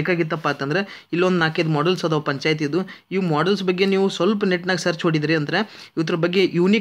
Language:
Kannada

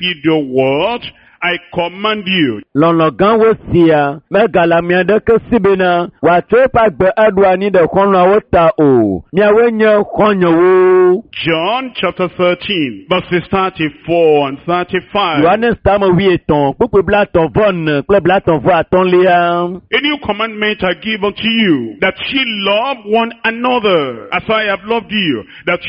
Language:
Ewe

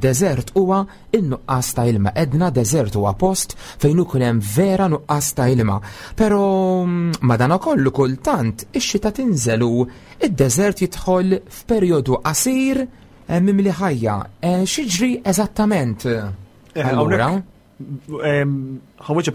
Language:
Maltese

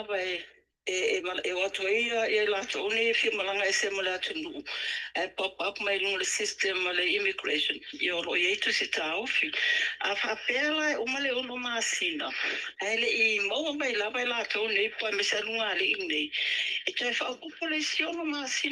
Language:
Samoan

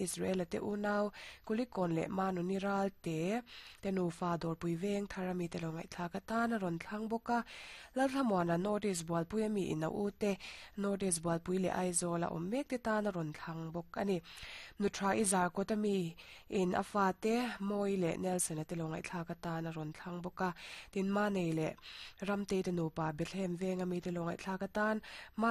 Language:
Mizo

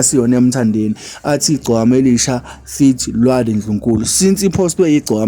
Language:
Zulu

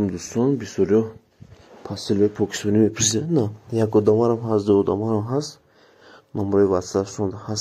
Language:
Tajik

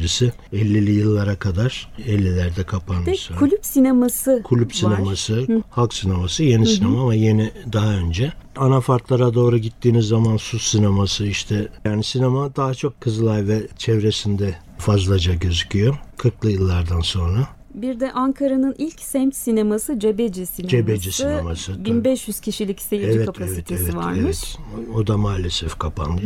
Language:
Turkish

